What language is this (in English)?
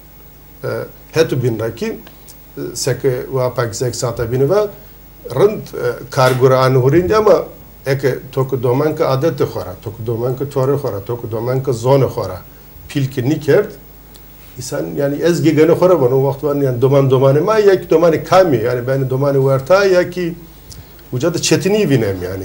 Zaza